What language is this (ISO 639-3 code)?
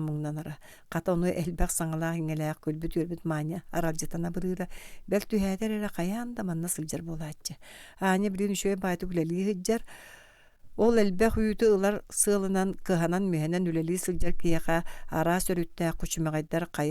sah